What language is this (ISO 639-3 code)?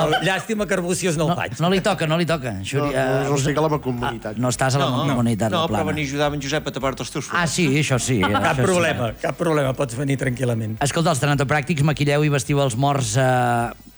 cat